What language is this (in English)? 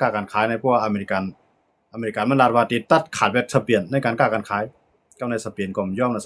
Shan